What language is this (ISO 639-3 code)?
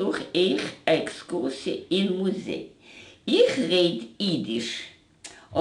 yid